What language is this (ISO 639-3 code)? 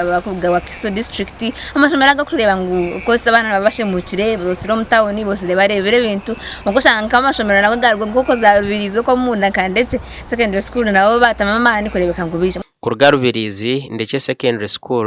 nyn